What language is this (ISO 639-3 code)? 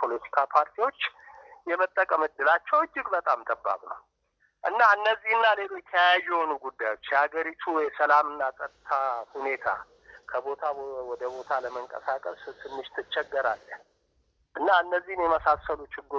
amh